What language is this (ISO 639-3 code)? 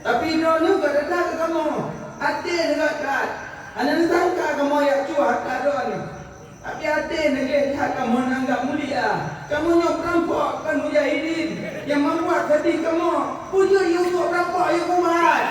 ace